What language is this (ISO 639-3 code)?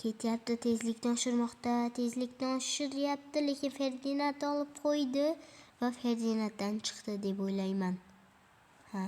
uzb